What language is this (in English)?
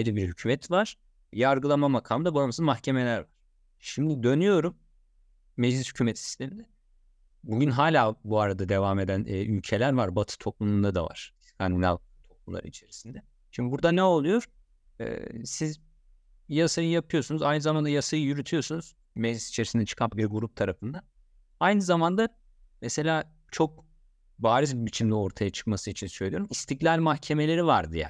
Turkish